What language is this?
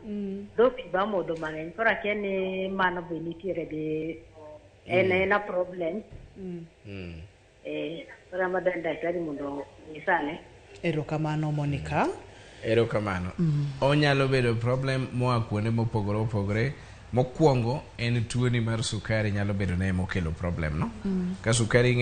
Luo (Kenya and Tanzania)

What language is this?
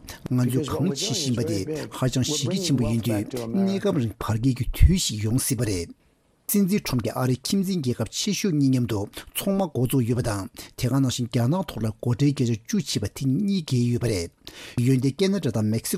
Tibetan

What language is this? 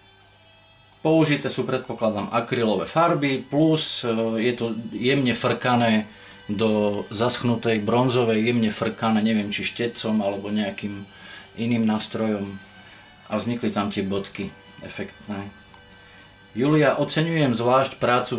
Slovak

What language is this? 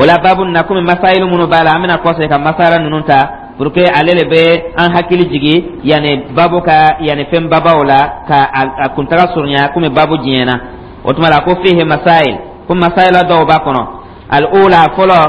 Dyula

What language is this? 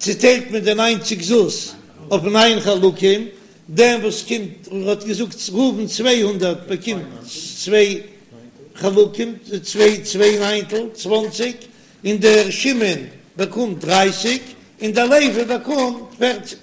Yiddish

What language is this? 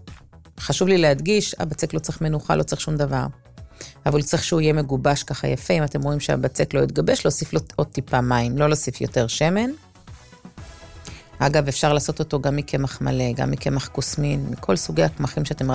Hebrew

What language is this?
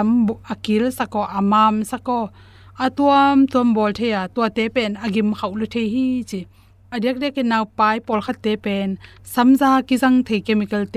Tedim Chin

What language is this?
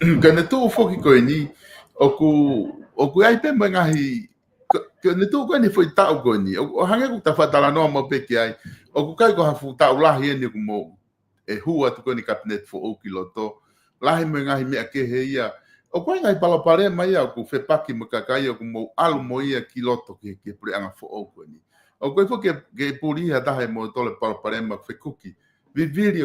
Tongan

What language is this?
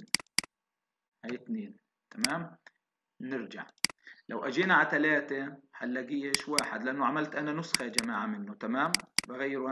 South Levantine Arabic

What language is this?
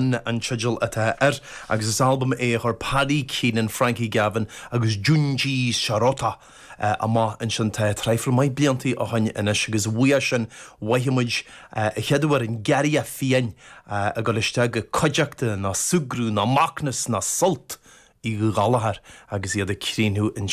Irish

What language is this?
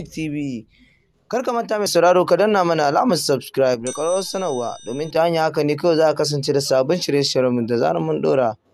Hausa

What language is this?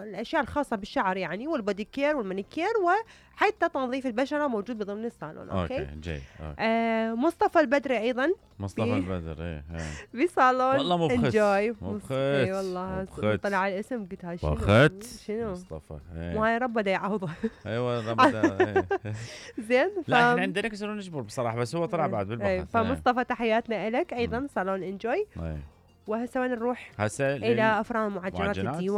Mesopotamian Arabic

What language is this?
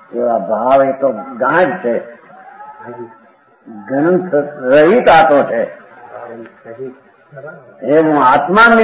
Gujarati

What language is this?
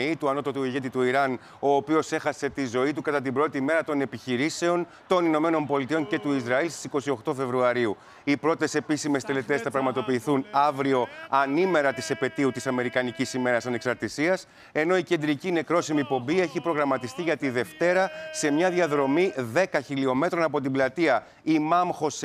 Greek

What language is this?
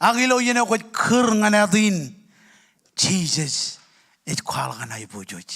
Marshallese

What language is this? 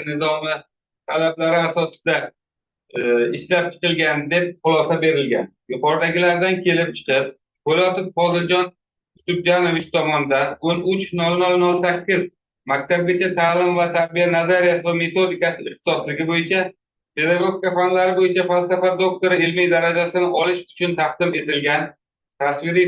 Uzbek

